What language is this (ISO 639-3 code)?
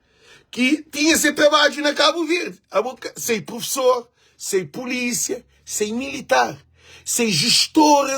kea